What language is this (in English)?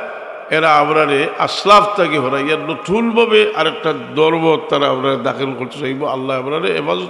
Sylheti